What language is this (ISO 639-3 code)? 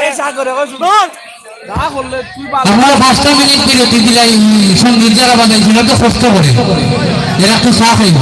syl